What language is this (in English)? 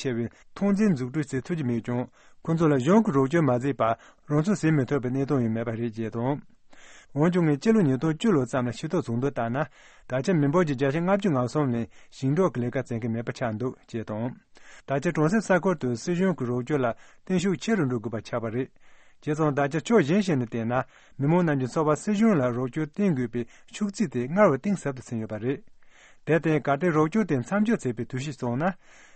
Tibetan